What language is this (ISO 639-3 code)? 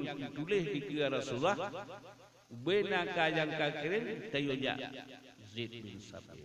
ace